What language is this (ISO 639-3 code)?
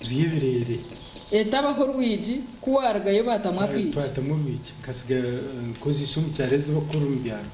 nyn